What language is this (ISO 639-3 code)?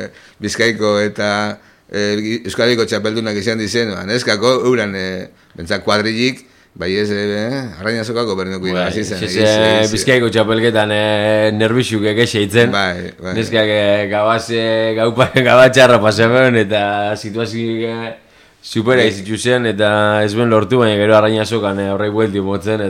eus